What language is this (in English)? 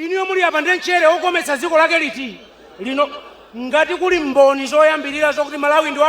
Nyanja